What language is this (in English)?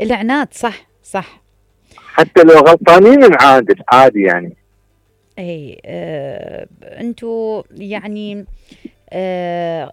Mesopotamian Arabic